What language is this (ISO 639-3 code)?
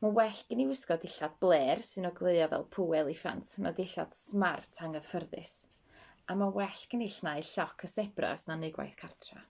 cym